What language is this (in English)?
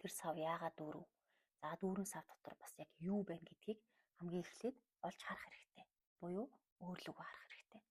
Mongolian